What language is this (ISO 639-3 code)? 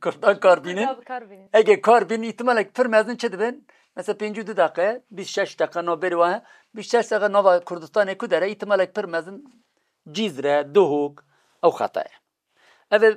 kur